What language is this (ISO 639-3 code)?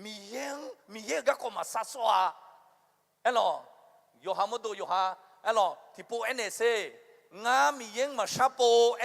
ahk